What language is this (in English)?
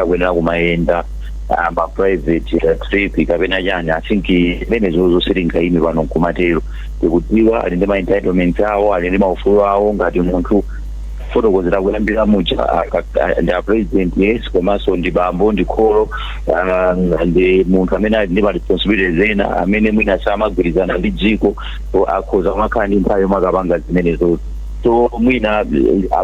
Nyanja